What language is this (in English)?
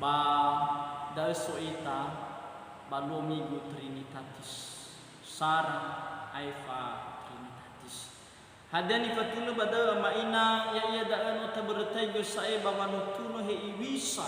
Nias